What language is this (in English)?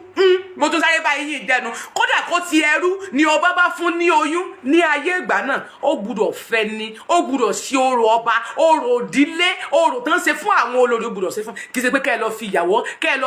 Yoruba